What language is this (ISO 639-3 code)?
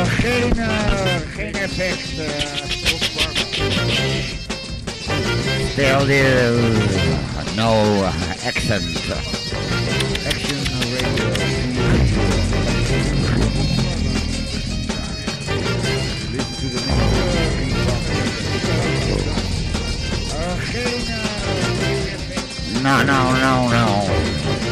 nld